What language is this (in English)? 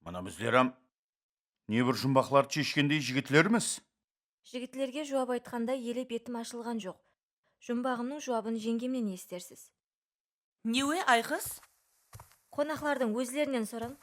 Kara-Kalpak